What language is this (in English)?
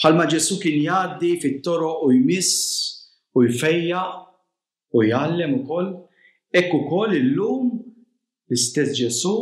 Maltese